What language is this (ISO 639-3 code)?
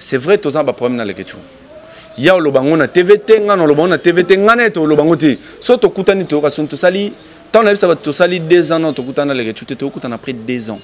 lin